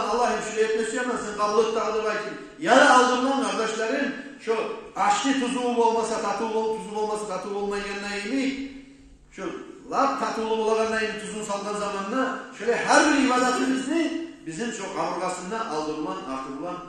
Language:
Kumyk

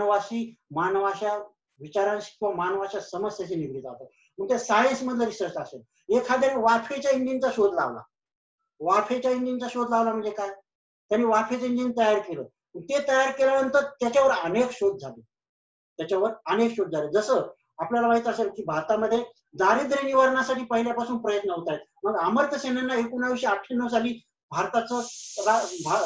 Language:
Marathi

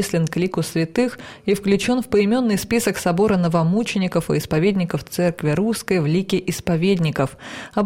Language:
Russian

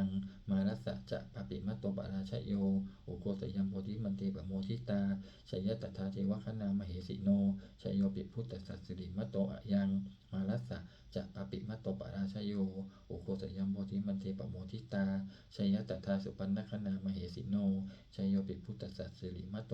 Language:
Pali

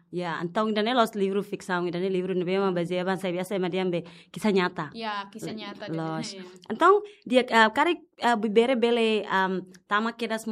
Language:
Tetum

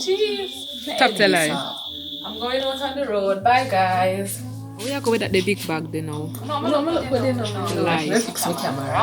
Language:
Jamaican Creole English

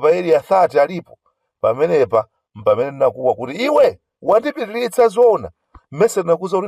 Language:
Nyanja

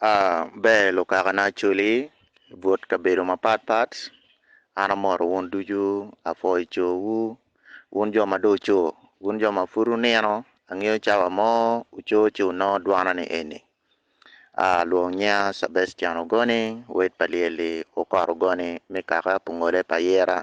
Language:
Acoli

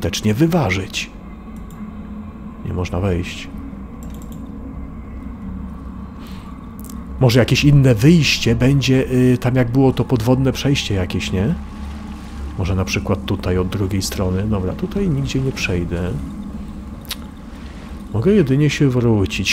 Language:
Polish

